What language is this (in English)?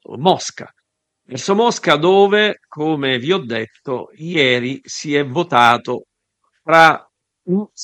Italian